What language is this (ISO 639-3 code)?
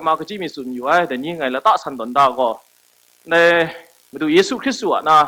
kac